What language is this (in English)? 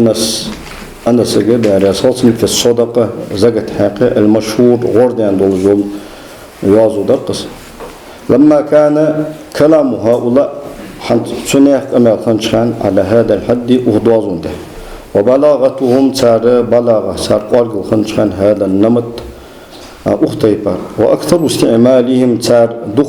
Ingush